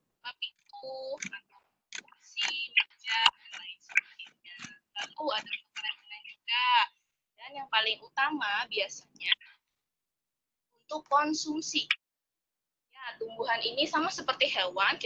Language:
Indonesian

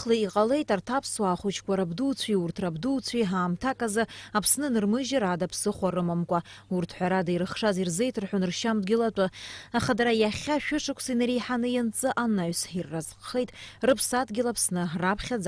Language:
Abkhazian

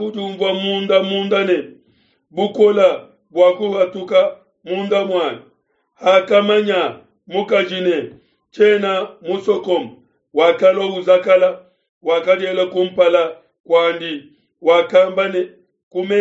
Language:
Luba-Lulua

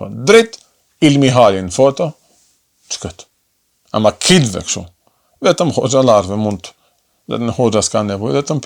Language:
Albanian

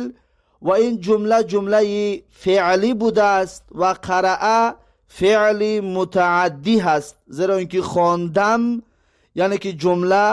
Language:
Tajik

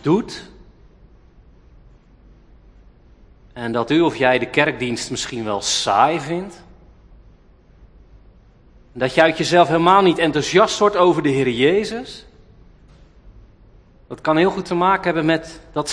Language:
Dutch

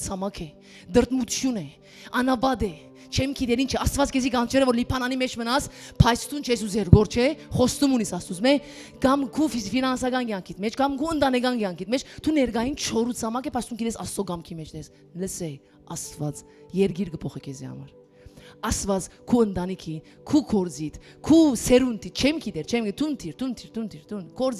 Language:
Western Armenian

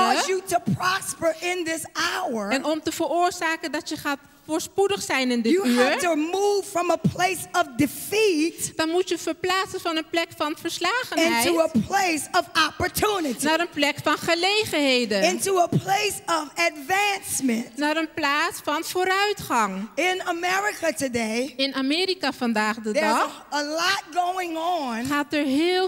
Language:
Dutch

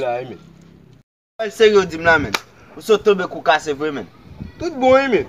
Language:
Haitian Creole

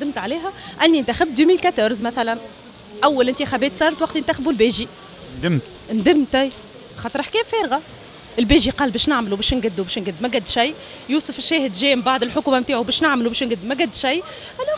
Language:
Tunisian Arabic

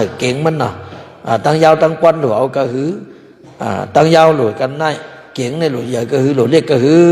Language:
Shan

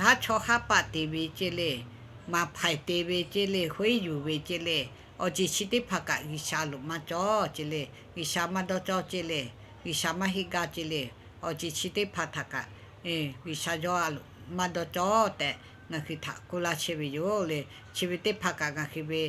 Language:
Lahu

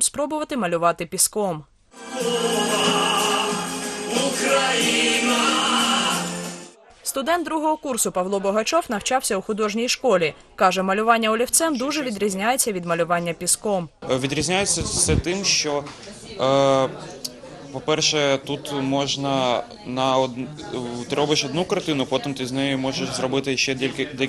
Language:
Ukrainian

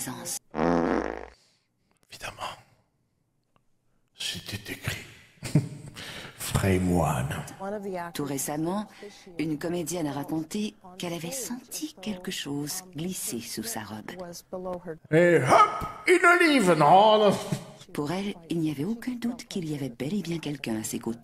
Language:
French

